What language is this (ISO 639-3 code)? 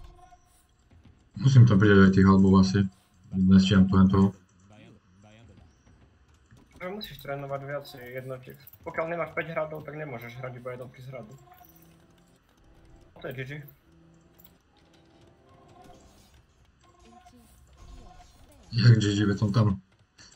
slk